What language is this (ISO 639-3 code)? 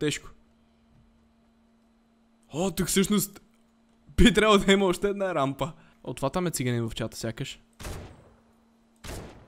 bul